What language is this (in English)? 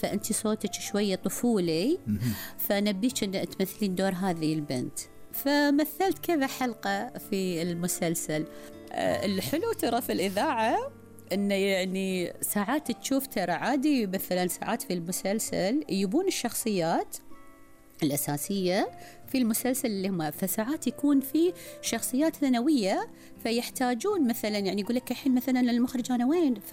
Gulf Arabic